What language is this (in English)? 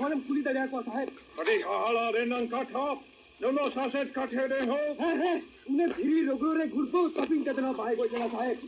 Santali